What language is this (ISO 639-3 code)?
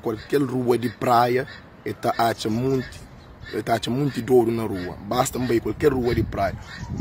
kea